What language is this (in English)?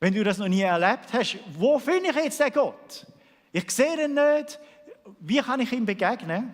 Swiss German